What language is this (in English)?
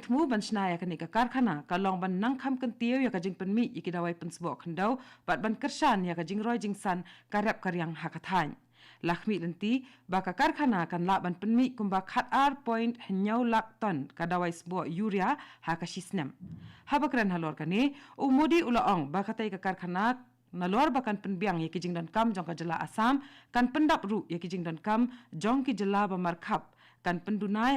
Khasi